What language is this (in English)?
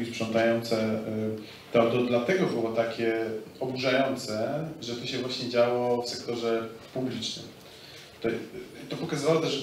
Polish